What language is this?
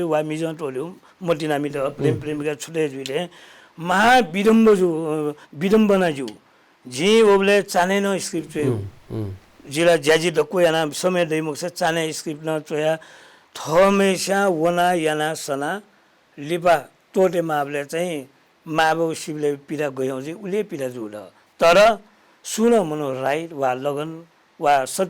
Newari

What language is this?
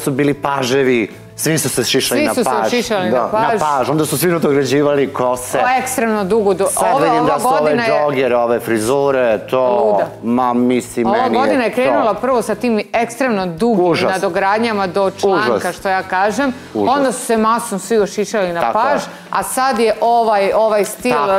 Serbian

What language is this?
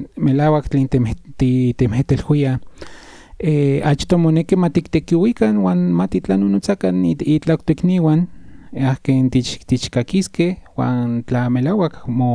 Central Nahuatl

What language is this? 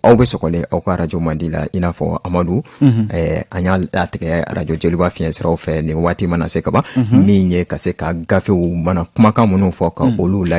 Bambara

